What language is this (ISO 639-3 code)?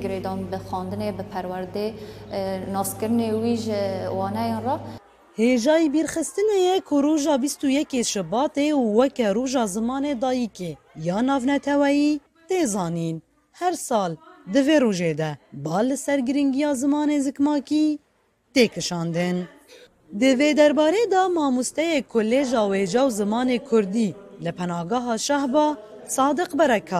kur